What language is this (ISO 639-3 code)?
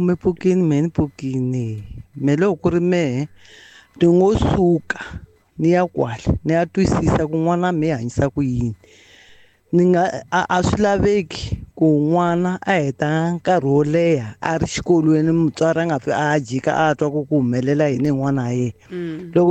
tso